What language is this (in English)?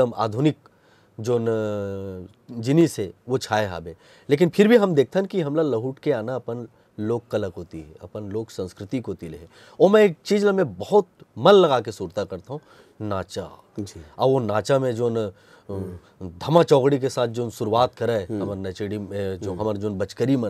Chhattisgarhi